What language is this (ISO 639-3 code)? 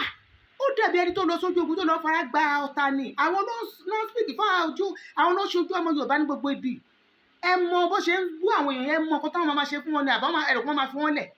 yor